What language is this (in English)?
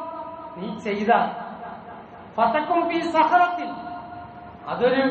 Malayalam